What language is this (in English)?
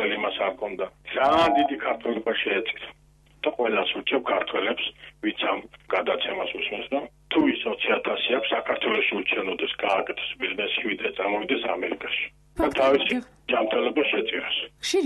Georgian